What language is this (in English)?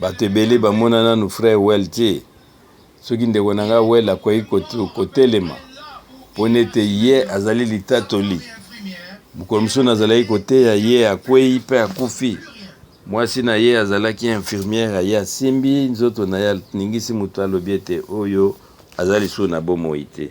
Lingala